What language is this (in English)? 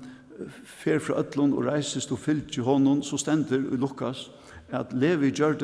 Faroese